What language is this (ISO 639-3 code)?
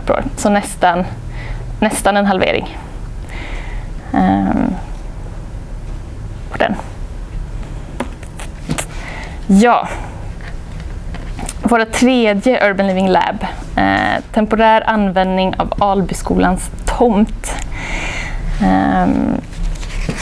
swe